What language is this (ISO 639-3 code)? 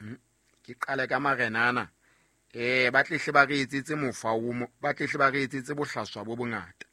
sot